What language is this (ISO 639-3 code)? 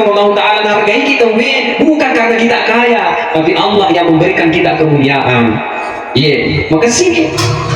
bug